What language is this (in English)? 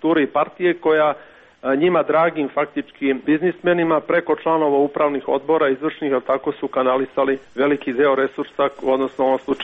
Serbian